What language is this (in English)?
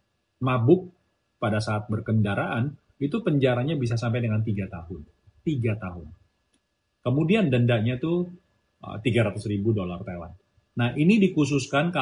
Indonesian